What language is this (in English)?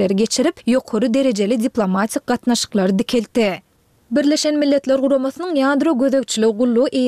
Turkmen